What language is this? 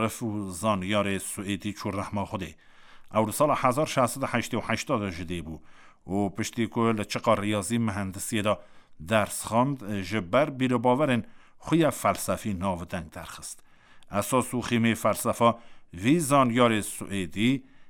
Kurdish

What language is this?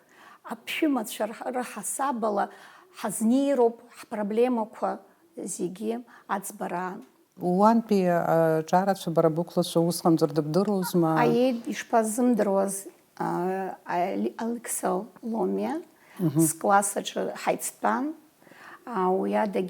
Abkhazian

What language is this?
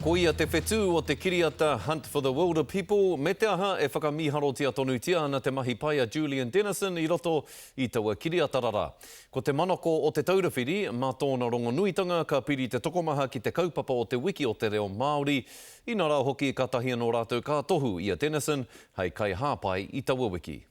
Māori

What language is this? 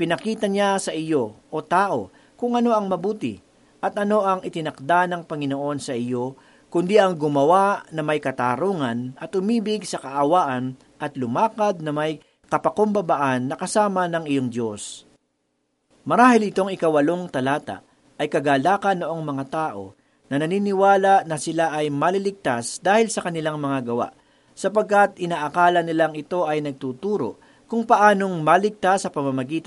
Filipino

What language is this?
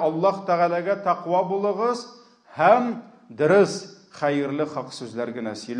Tatar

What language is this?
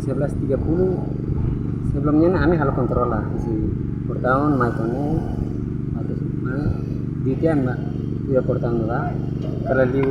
Tetum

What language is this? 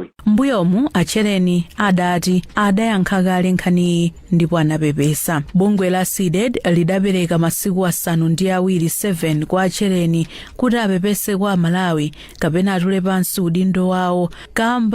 Nyanja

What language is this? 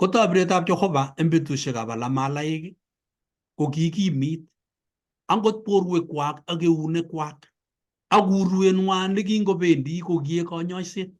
Kalenjin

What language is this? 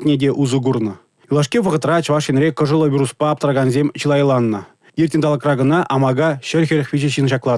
Chuvash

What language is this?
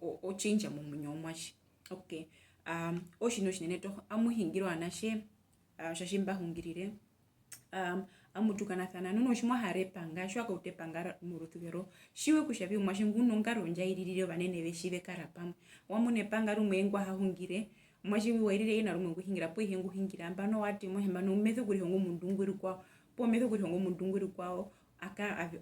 Herero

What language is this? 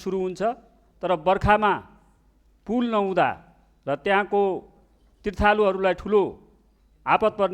Nepali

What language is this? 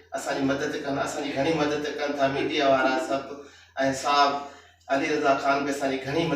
Sindhi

